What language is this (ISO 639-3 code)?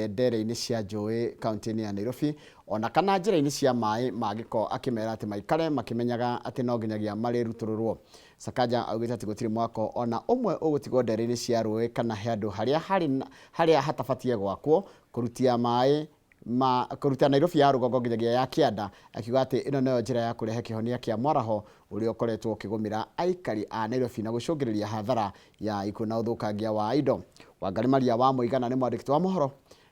kik